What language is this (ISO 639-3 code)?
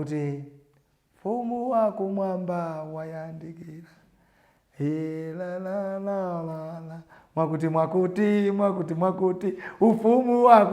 nya